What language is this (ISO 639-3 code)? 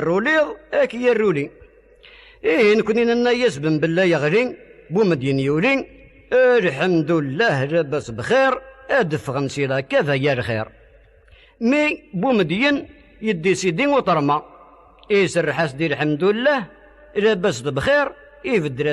kab